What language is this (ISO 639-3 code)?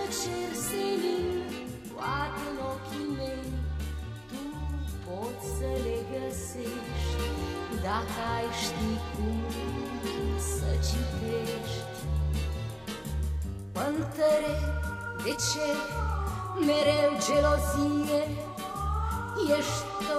ron